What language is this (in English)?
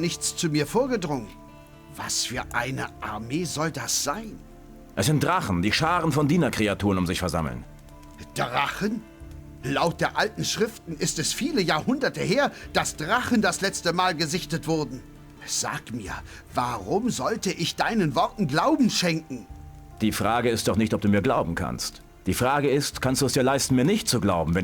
Bavarian